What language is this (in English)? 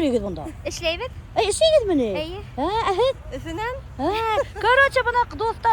Bashkir